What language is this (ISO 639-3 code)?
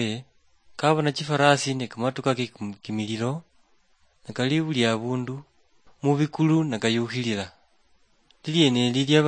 luy